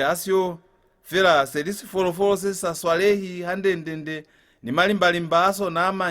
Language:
Lozi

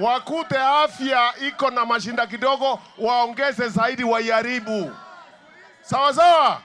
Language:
Meru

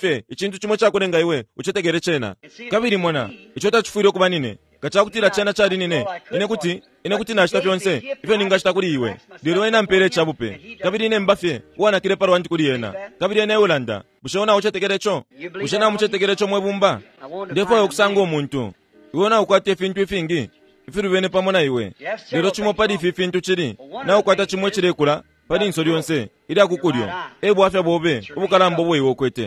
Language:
Bemba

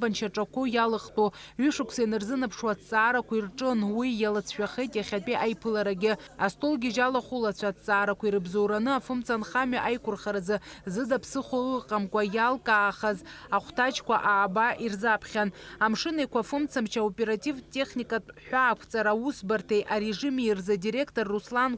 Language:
Abkhazian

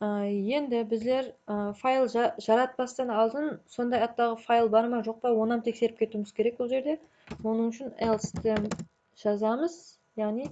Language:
Kara-Kalpak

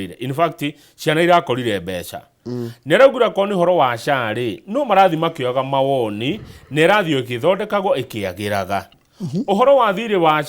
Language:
Kikuyu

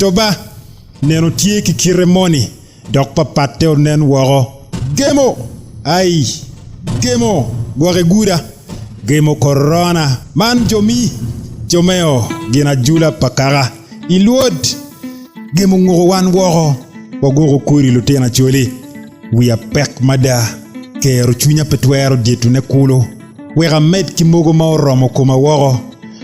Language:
Acoli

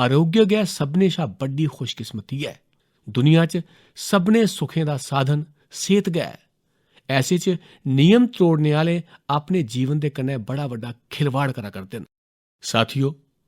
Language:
Dogri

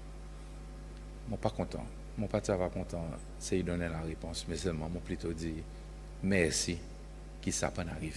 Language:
French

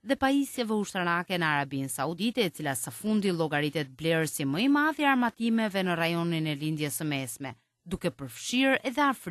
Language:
Albanian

